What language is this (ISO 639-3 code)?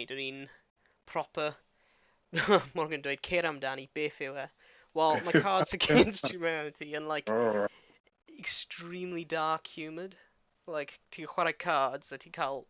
cym